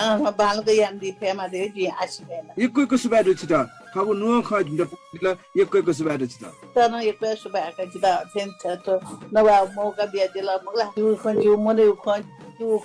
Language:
Newari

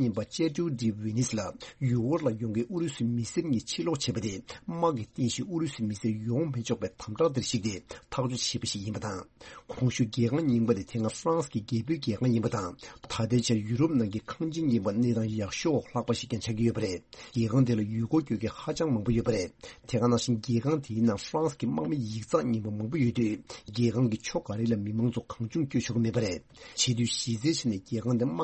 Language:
Tibetan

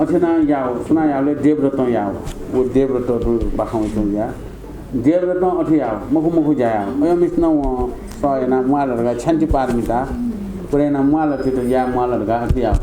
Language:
Newari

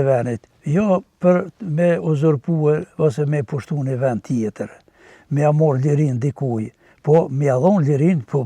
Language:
Albanian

